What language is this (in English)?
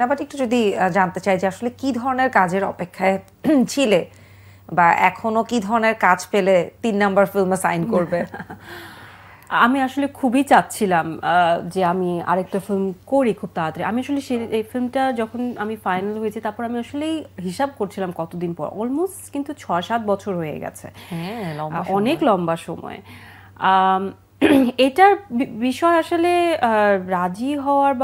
Bangla